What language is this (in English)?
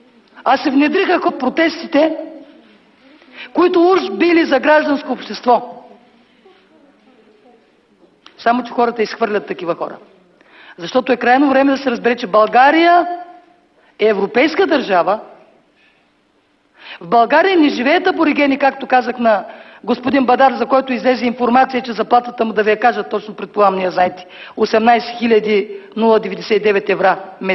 Bulgarian